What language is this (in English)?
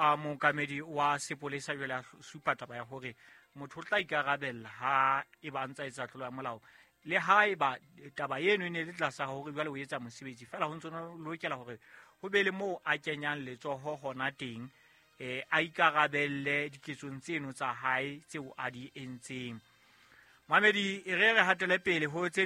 Southern Sotho